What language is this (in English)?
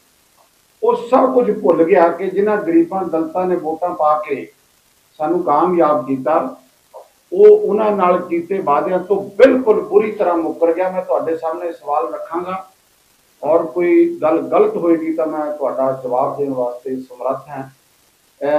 Punjabi